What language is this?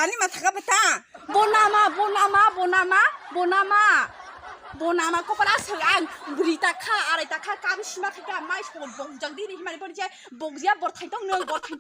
Kok Borok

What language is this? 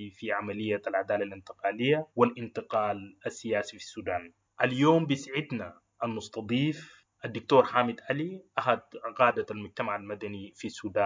Sudanese Arabic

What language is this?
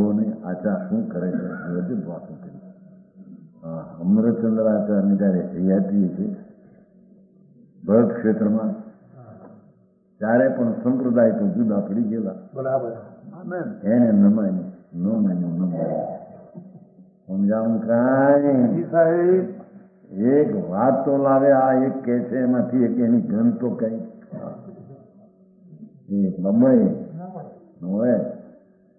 Gujarati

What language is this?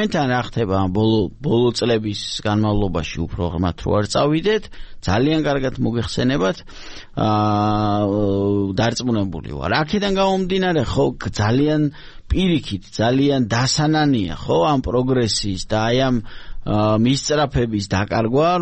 Georgian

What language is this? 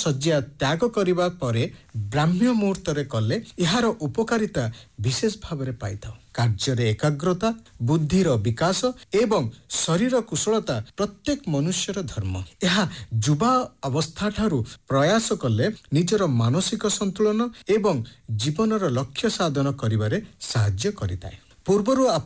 Odia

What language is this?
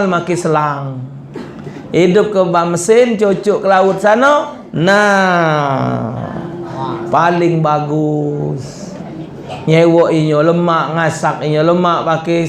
Musi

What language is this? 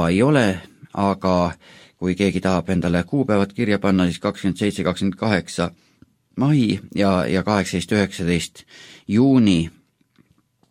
Estonian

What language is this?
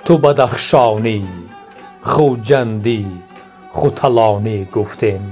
Tajik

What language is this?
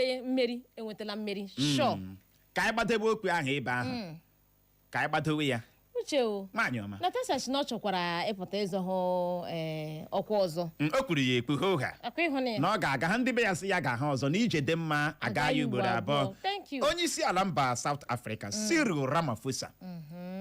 Igbo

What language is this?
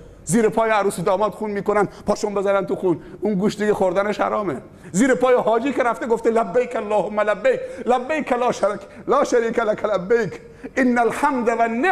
Persian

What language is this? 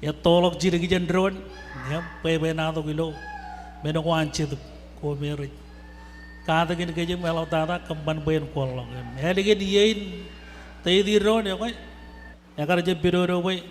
Marshallese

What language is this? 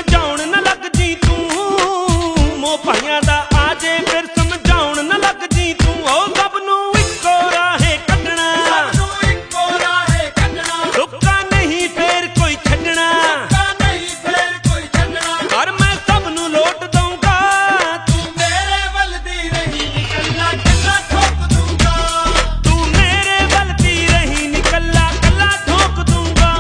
Punjabi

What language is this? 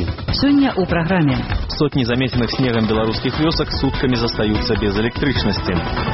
Belarusian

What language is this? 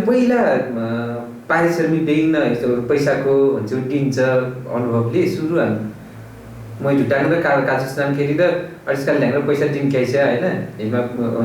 Nepali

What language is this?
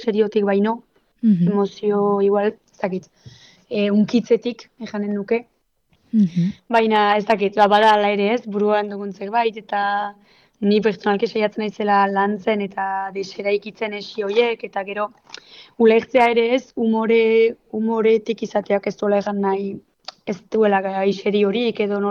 Basque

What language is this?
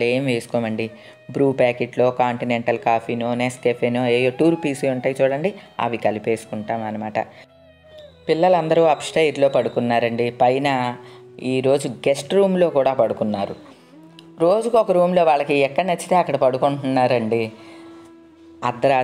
Telugu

